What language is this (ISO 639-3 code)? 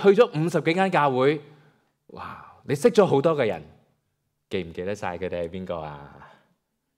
yue